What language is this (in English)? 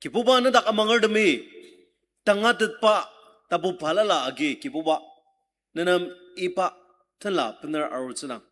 Ao Naga